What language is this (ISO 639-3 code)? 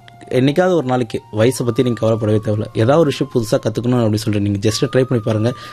tam